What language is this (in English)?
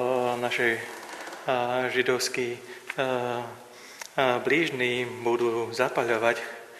Slovak